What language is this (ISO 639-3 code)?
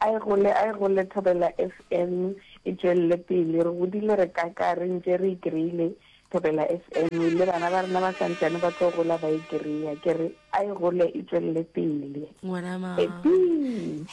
nso